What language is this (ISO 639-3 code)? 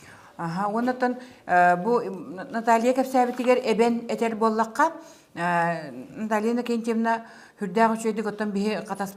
sah